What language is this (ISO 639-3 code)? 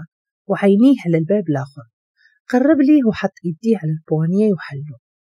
ary